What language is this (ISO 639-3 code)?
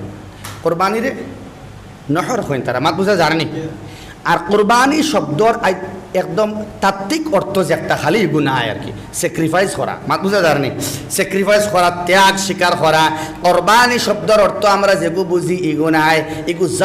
syl